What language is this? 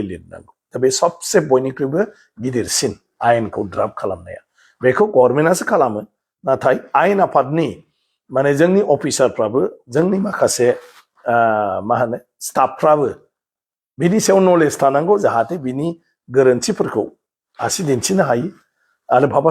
Bodo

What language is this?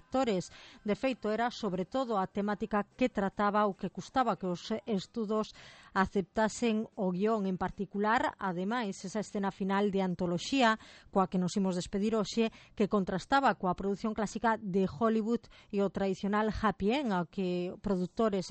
Galician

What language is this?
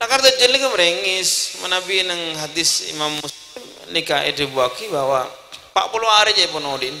Madurese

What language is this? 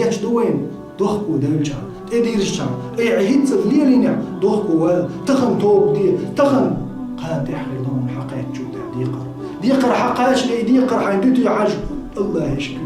Chechen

